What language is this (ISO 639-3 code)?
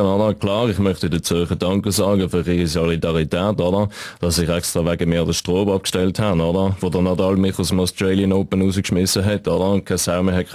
gsw